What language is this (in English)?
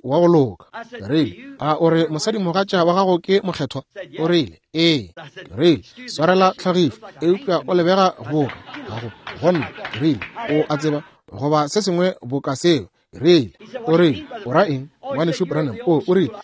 Northern Sotho